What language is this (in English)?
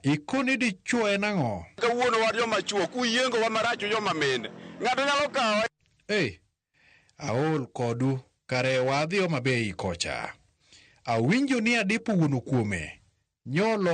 Luo (Kenya and Tanzania)